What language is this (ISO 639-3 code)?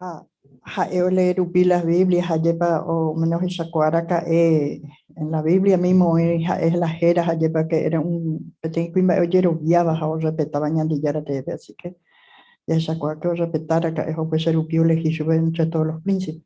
grn